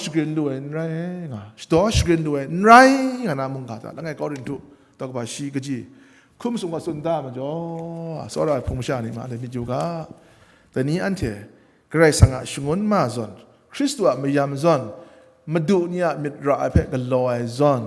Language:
Kachin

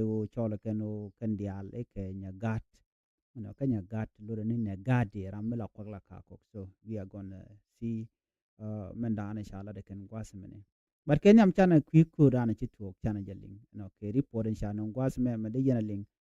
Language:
Nuer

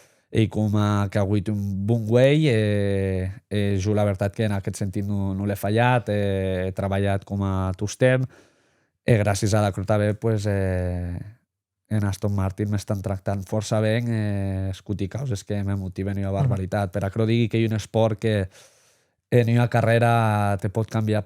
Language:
Occitan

